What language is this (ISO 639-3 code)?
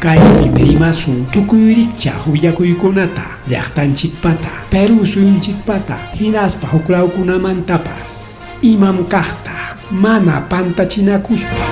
quy